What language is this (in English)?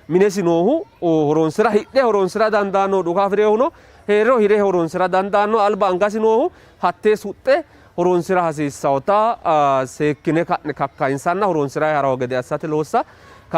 Sidamo